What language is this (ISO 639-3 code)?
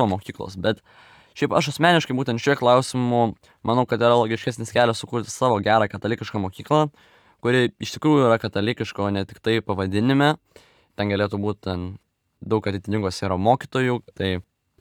lit